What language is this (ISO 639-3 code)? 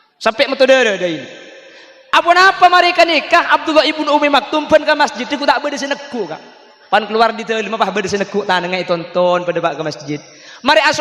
mad